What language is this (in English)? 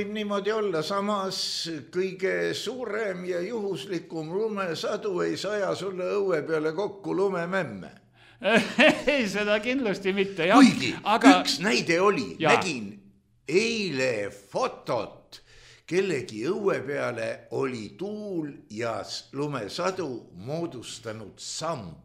Estonian